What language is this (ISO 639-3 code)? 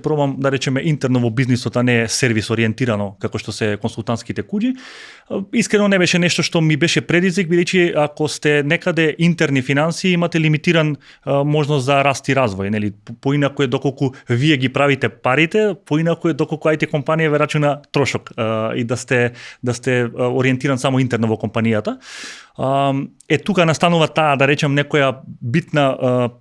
mkd